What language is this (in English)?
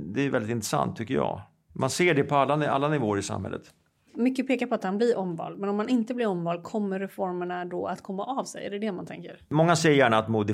Swedish